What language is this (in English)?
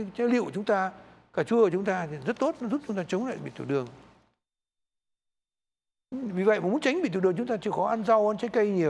Vietnamese